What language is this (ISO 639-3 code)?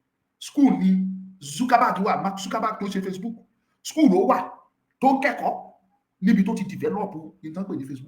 yor